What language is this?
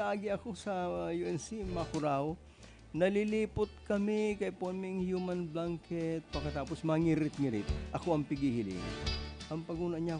Bikol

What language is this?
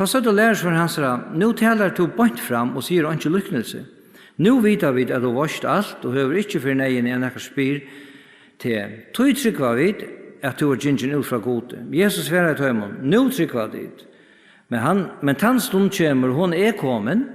Faroese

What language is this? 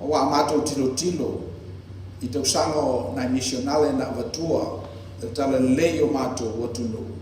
Samoan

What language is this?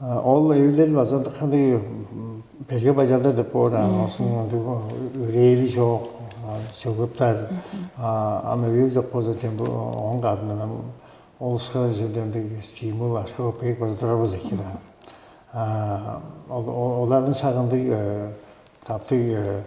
Tuvinian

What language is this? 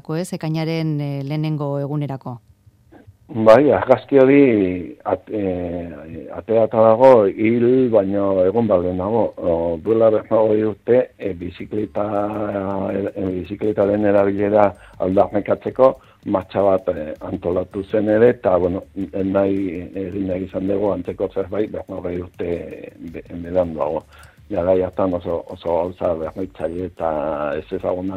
Basque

